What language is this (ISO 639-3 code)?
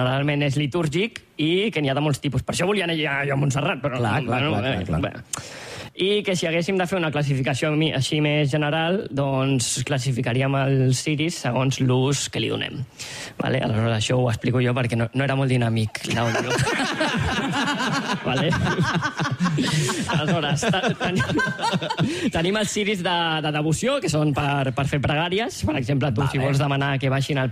cat